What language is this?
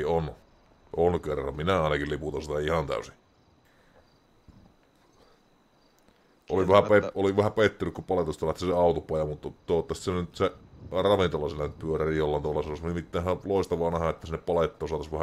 Finnish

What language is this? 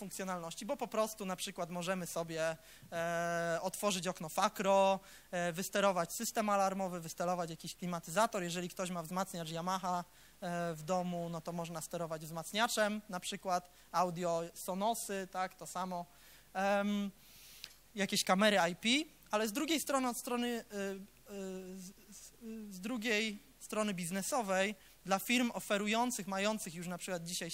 Polish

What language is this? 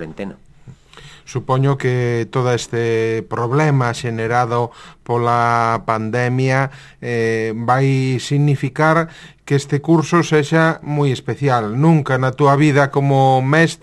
Galician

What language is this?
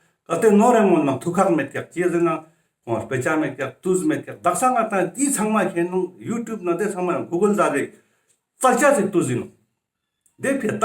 Ladakhi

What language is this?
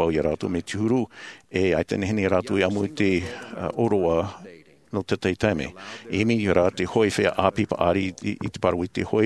Tahitian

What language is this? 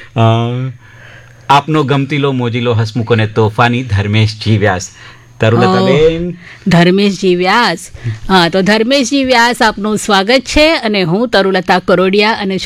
Gujarati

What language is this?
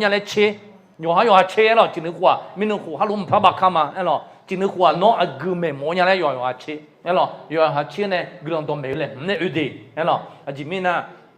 Akha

